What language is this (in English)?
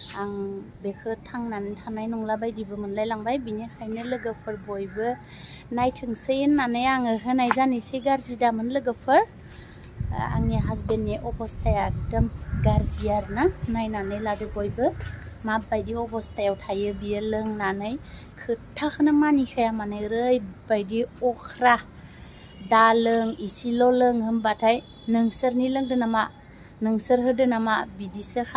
Bodo